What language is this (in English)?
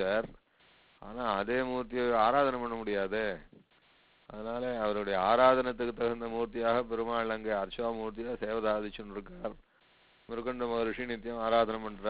Tamil